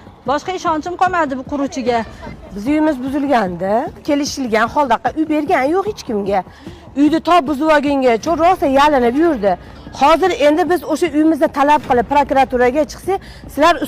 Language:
Uzbek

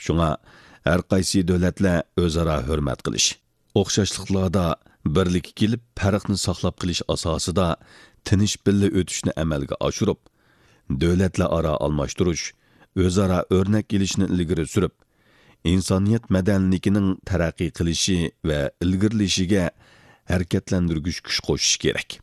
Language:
Uyghur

